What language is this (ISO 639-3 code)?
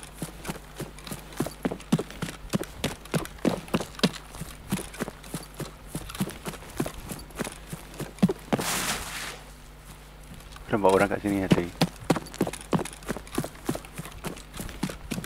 msa